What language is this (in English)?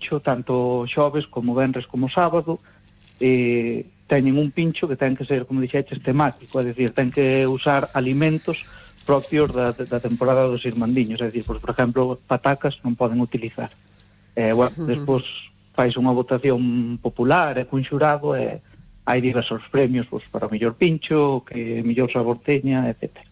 Galician